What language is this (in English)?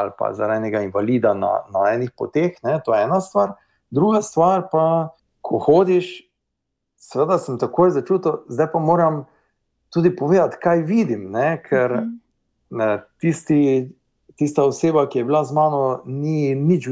Slovenian